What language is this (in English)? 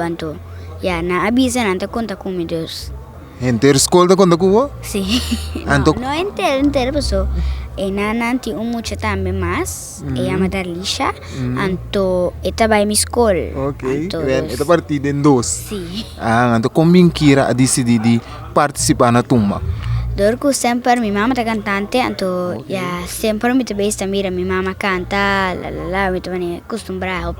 Papiamento